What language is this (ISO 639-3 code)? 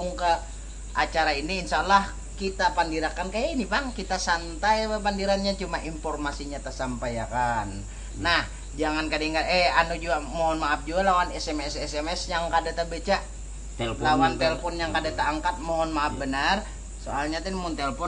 bjn